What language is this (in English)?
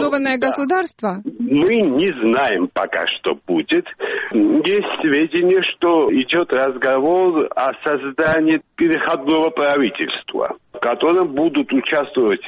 Russian